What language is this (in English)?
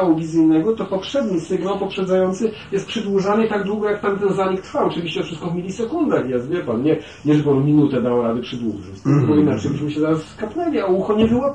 Polish